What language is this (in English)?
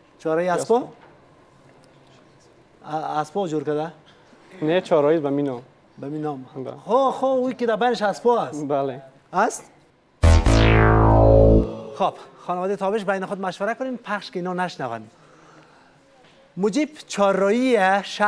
Persian